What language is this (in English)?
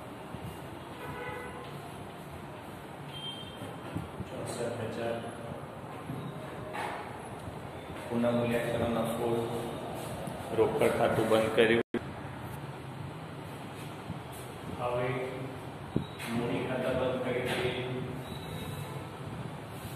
Gujarati